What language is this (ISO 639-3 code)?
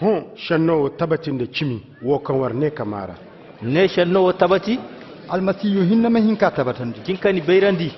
ses